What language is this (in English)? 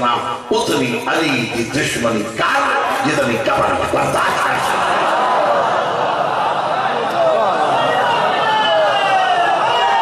Urdu